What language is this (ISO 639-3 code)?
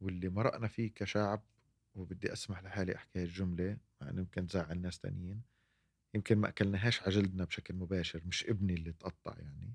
apc